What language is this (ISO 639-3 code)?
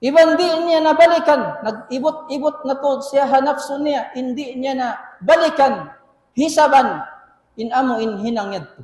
tsg